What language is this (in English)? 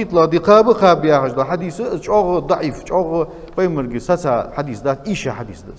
Ingush